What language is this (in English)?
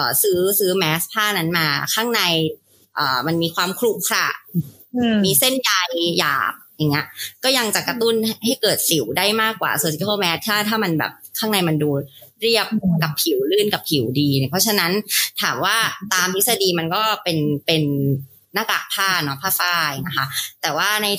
Thai